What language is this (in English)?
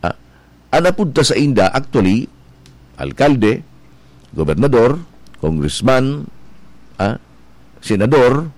Bikol